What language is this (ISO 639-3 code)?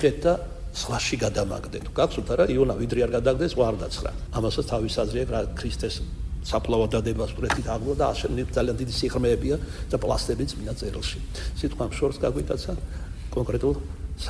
kat